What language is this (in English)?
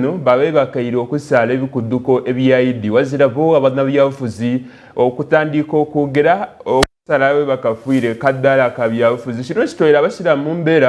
Soga